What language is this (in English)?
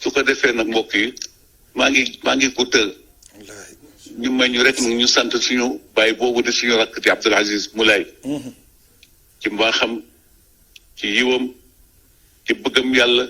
Wolof